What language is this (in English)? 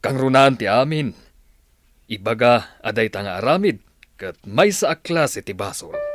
Iloko